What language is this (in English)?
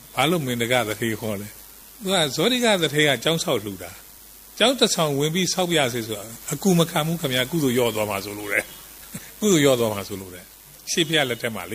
Burmese